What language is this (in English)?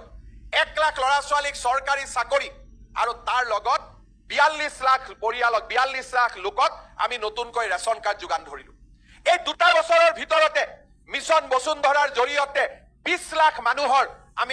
Assamese